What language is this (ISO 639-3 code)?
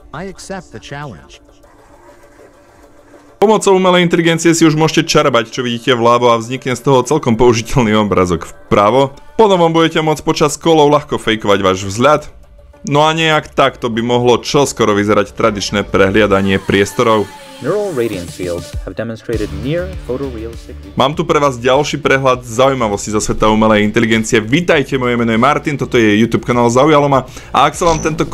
slk